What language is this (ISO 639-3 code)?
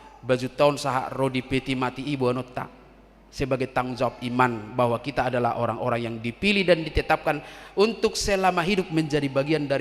bbc